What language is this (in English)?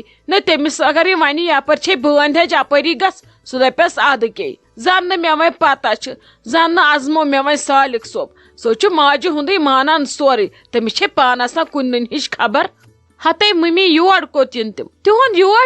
Kashmiri